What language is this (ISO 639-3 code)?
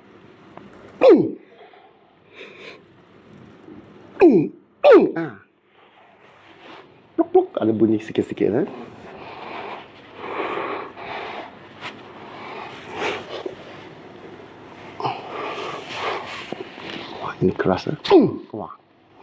msa